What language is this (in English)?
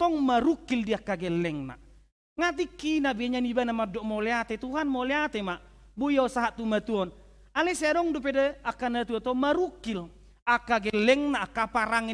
Batak Toba